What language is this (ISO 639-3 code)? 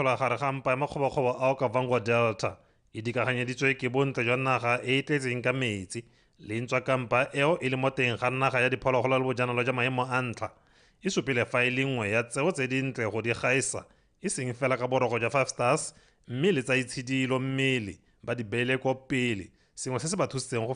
tsn